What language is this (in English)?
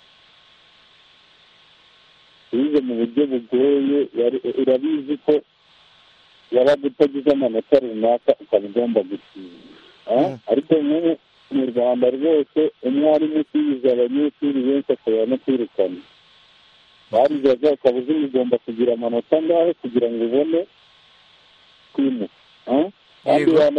Kinyarwanda